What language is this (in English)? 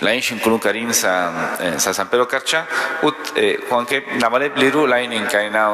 Kekchí